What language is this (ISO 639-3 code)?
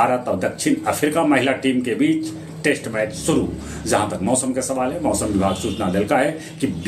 mag